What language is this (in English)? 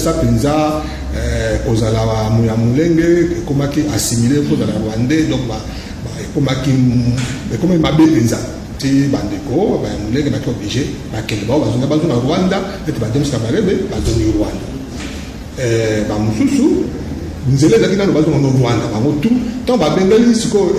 Lingala